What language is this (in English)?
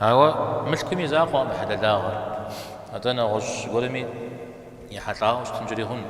Kabardian